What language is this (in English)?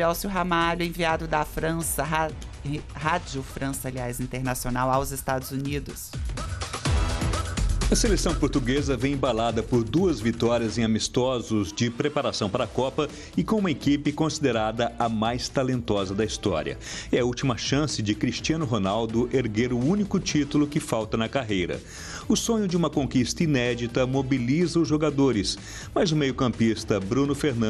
Portuguese